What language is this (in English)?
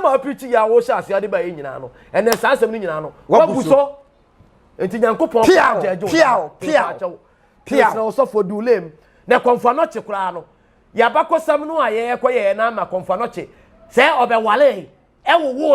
Akan